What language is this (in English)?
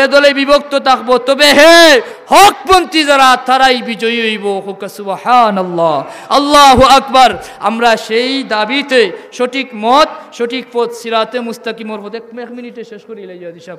Sylheti